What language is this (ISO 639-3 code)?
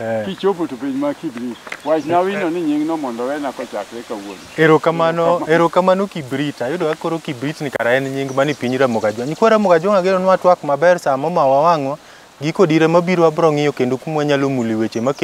luo